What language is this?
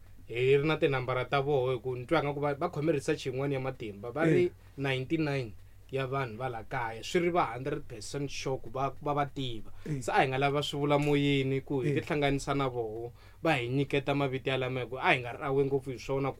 Tsonga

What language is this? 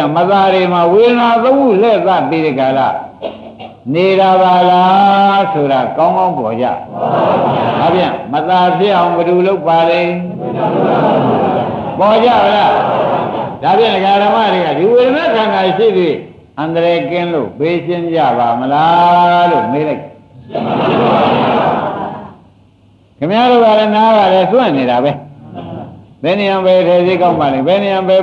Burmese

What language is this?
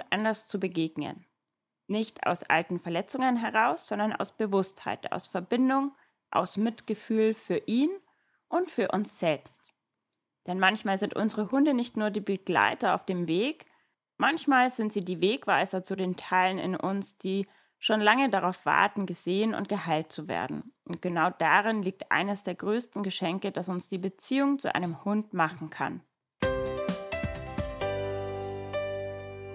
German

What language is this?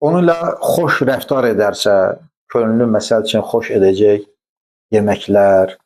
Azerbaijani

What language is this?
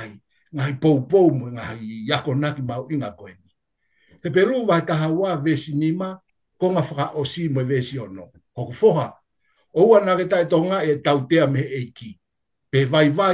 Tongan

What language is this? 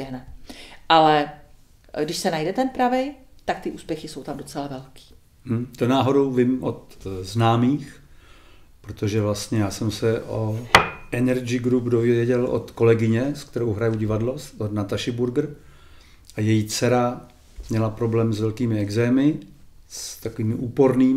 Czech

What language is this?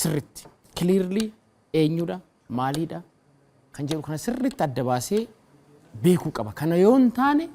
Oromo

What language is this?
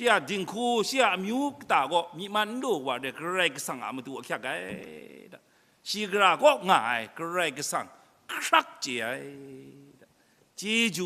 Kachin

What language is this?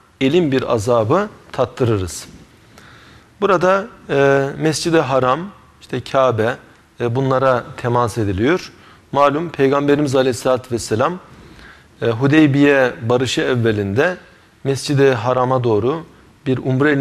Turkish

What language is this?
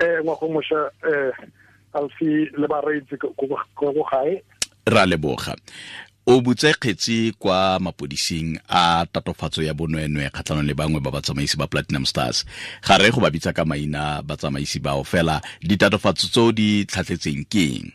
Tswana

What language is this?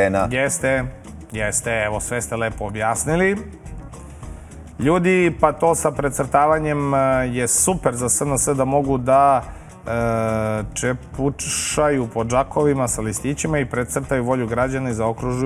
Serbian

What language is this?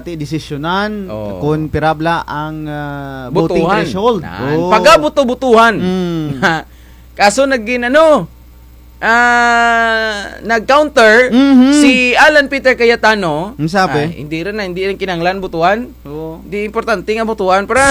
Kinaray-a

